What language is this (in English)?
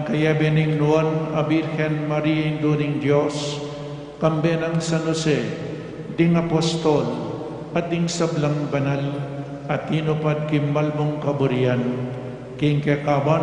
Pampanga